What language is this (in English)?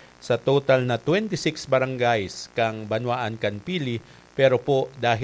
Bikol